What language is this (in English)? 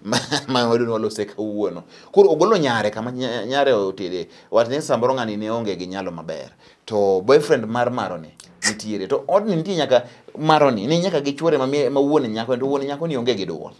Luo (Kenya and Tanzania)